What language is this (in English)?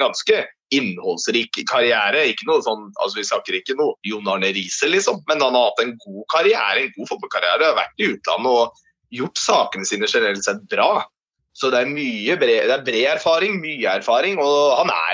Norwegian